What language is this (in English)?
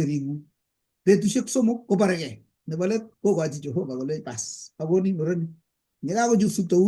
Kalenjin